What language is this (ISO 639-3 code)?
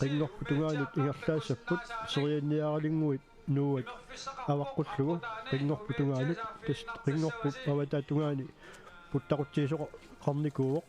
kal